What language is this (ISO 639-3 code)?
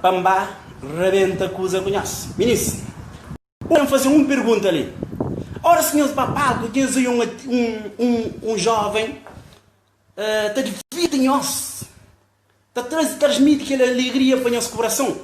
kea